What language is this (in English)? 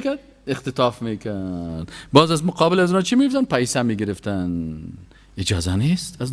Persian